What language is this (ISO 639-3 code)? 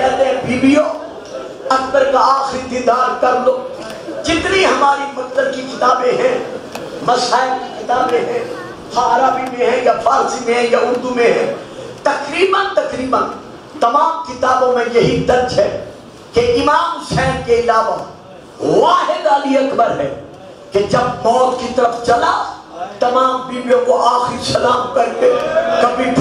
urd